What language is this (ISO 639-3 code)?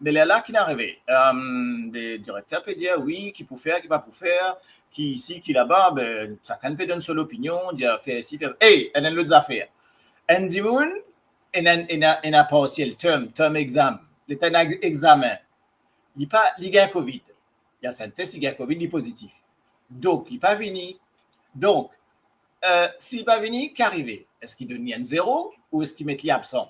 mfe